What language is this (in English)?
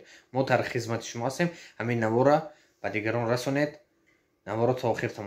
Tajik